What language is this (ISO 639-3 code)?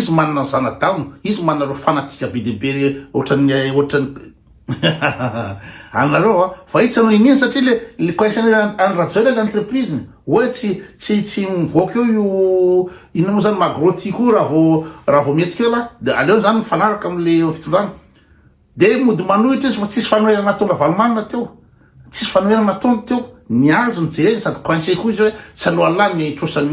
mlg